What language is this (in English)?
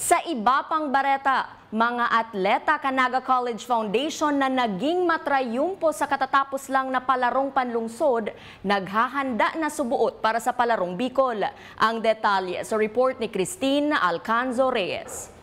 Bikol